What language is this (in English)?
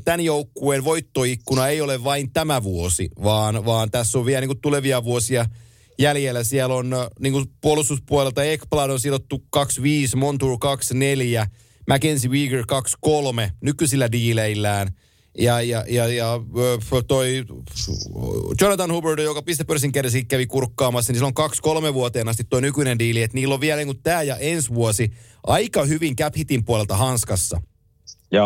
Finnish